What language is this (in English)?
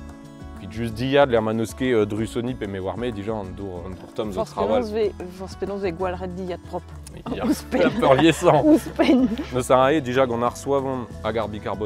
Breton